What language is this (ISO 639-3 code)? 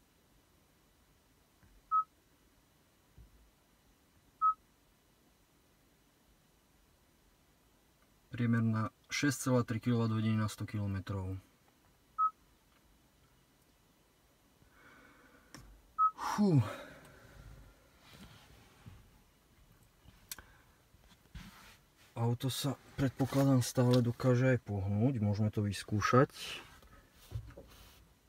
slk